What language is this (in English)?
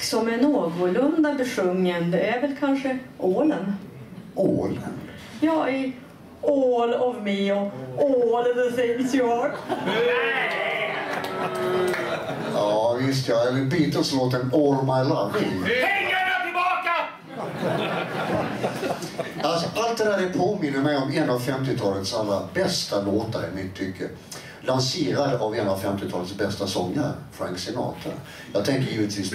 Swedish